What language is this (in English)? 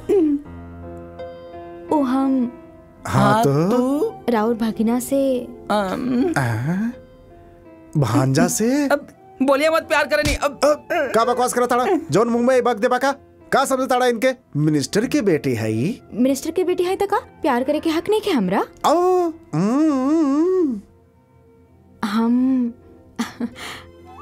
Bhojpuri